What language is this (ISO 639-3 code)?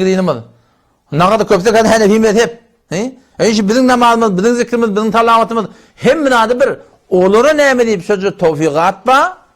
tuk